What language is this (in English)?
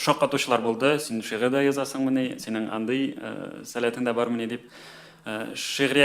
Tatar